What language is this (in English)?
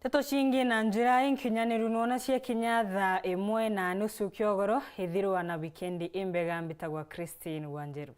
Meru